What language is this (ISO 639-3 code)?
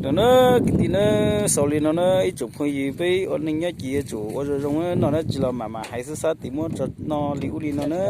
hmn